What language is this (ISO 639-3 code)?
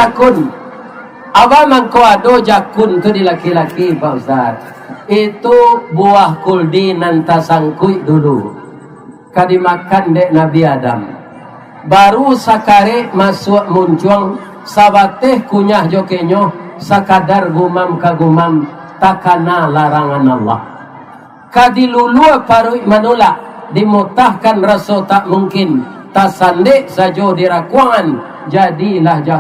min